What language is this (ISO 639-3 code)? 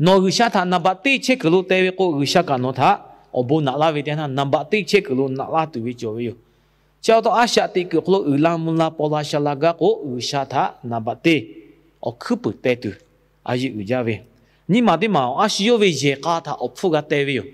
lhu